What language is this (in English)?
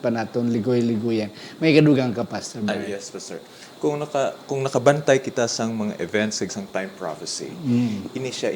Hiligaynon